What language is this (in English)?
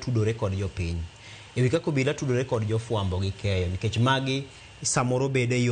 Luo (Kenya and Tanzania)